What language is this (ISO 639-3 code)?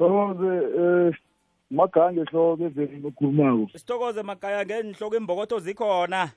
nbl